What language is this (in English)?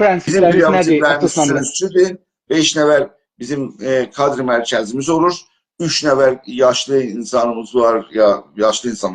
South Azerbaijani